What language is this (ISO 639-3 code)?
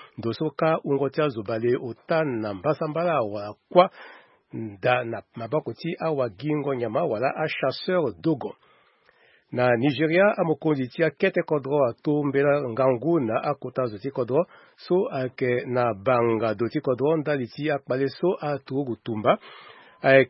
sag